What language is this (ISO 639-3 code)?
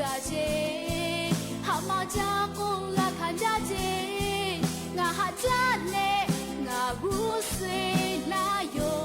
lhu